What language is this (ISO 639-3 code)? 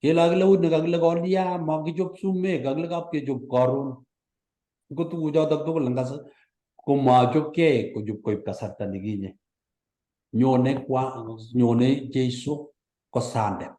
kln